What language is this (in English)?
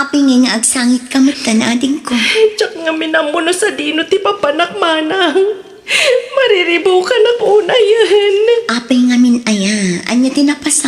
Iloko